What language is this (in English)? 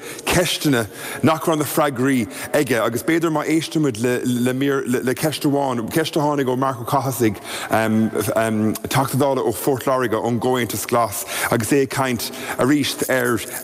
Irish